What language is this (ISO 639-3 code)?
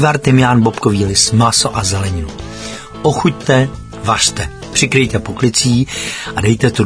ces